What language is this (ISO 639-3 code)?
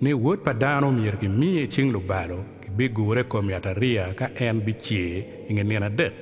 ach